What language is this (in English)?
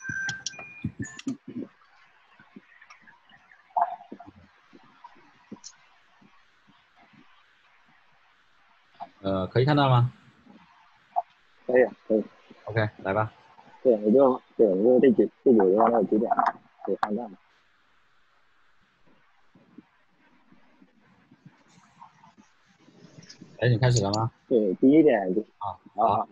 Chinese